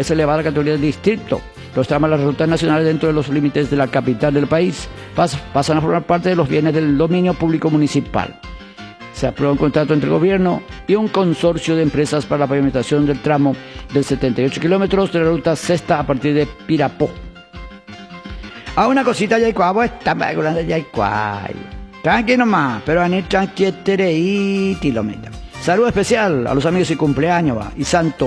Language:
Spanish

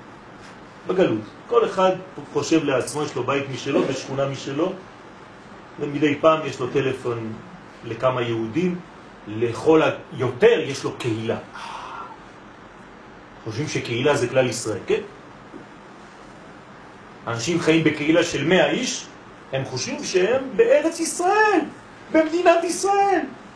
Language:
Hebrew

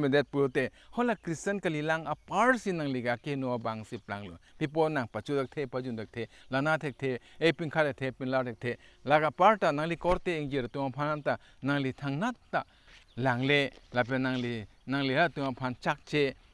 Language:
Karbi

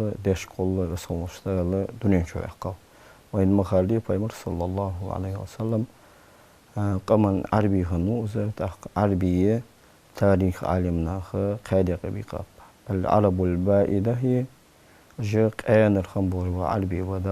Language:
Ingush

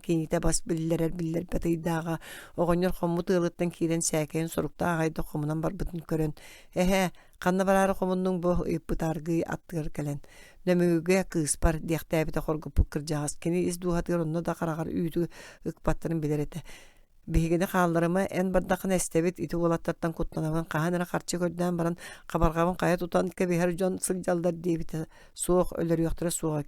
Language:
Yakut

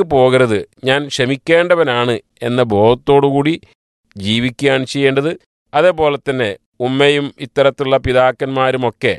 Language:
Malayalam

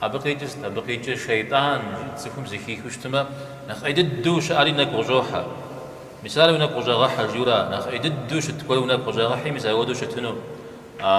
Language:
Kabardian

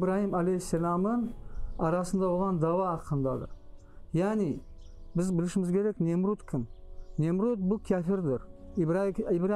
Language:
Crimean Tatar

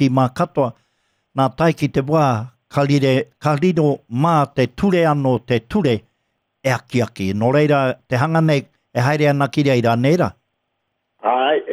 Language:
Māori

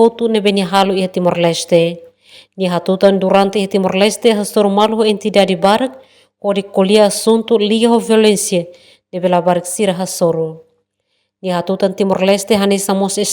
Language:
Tetum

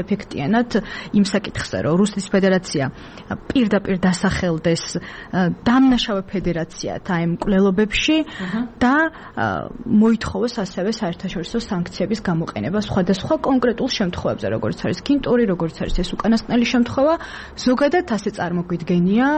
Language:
Georgian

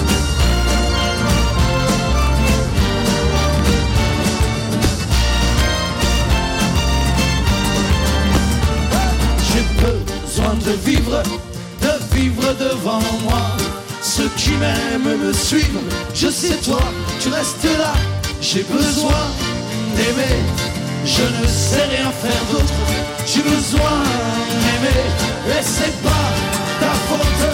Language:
French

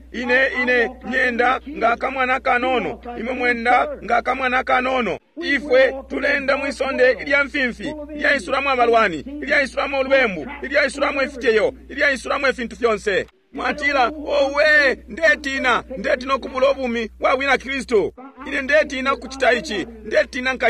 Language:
Bemba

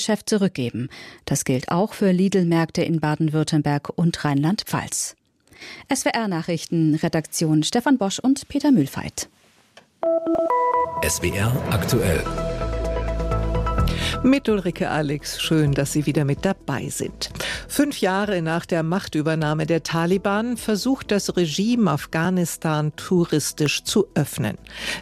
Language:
German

